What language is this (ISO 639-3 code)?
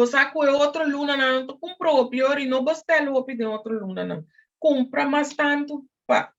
pap